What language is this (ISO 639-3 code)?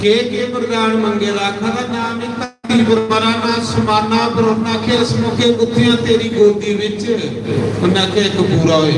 doi